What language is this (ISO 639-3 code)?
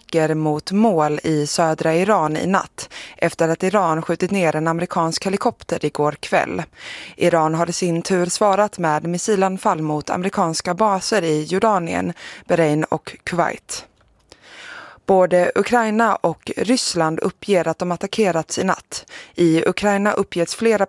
swe